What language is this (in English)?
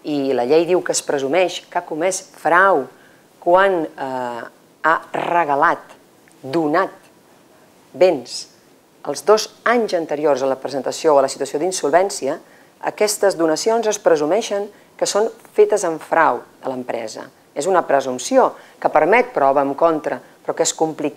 Catalan